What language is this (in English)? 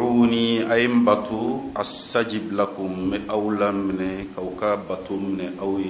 Bambara